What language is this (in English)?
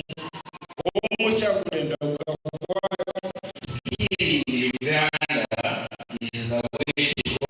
Nyankole